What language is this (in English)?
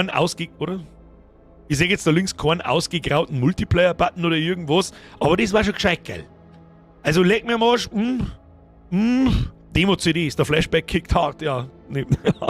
Bavarian